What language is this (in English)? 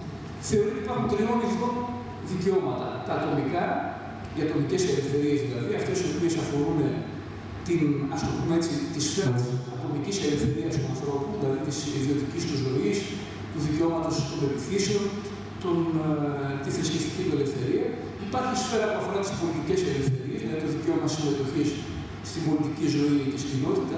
Greek